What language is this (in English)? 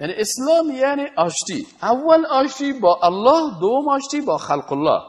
Persian